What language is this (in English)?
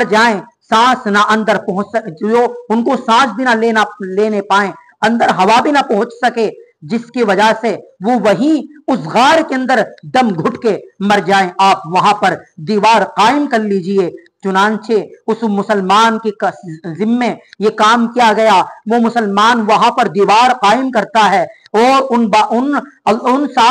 Urdu